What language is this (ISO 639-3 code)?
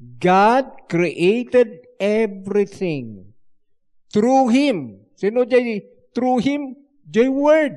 ilo